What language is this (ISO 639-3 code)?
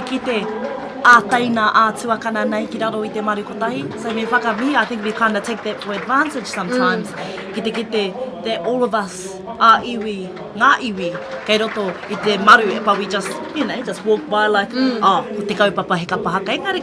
mri